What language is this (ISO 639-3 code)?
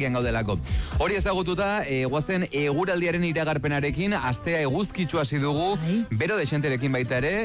eus